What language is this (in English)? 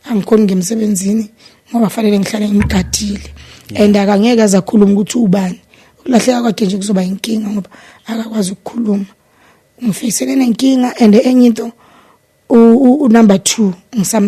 Zulu